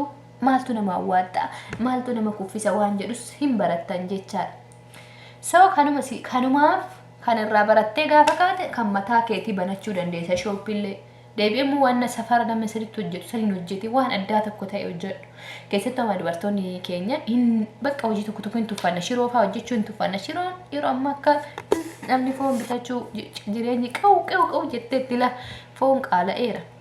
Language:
Oromo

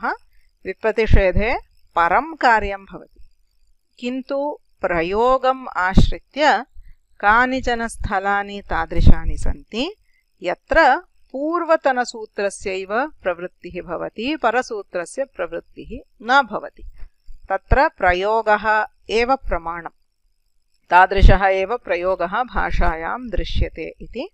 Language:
Sanskrit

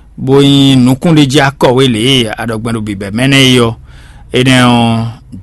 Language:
Fon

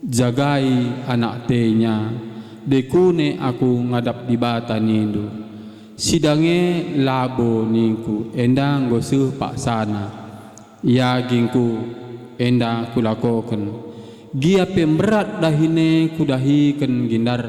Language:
Batak Karo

